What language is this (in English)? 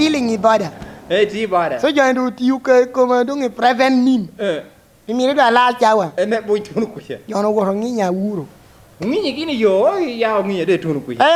Lango (Uganda)